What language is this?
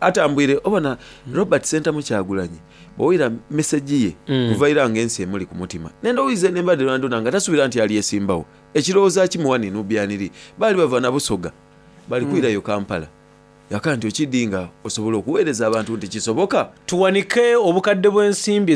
Soga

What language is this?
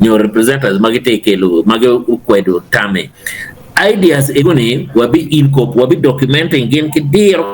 Acoli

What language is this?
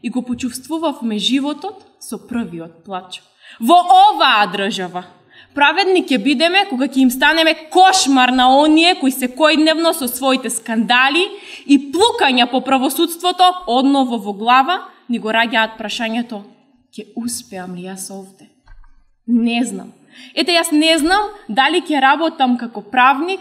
Macedonian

